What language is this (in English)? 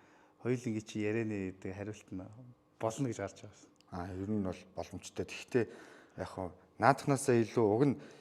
Mongolian